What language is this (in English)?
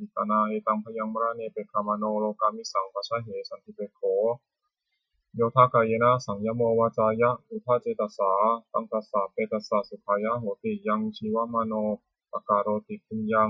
Pali